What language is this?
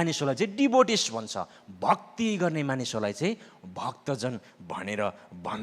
Nepali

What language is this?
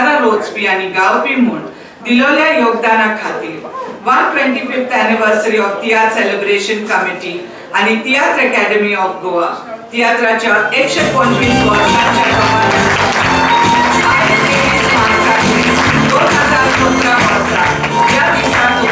Konkani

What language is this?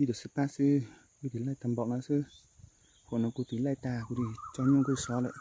Hmong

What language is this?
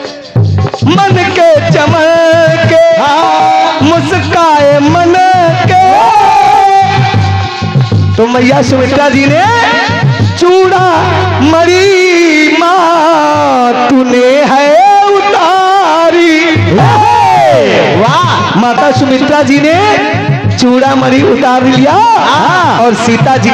Hindi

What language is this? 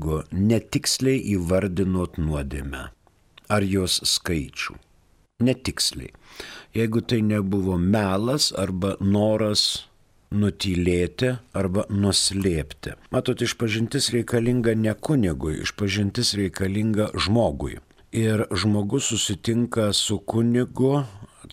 Lithuanian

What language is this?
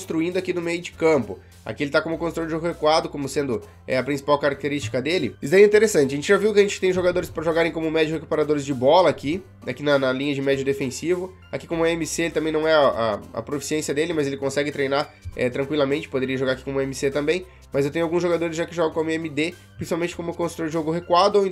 Portuguese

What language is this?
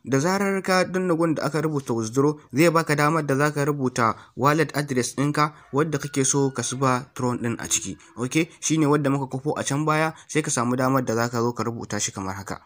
Hausa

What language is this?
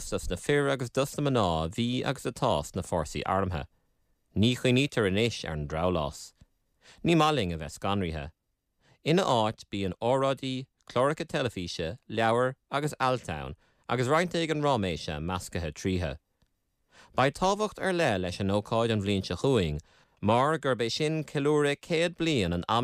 Irish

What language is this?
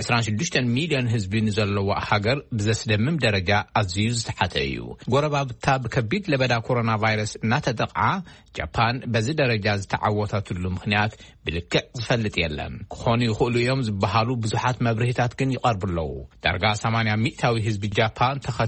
Tigrinya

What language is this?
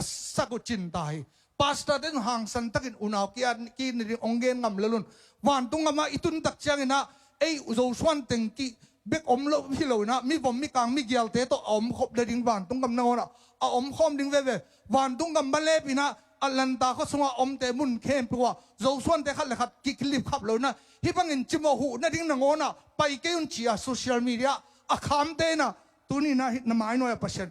Tedim Chin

